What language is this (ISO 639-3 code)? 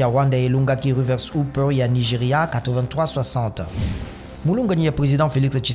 lin